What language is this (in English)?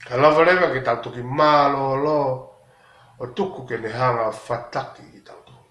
Tongan